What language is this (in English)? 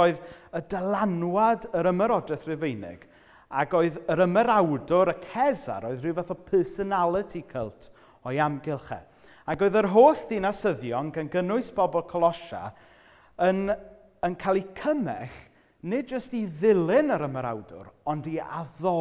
Welsh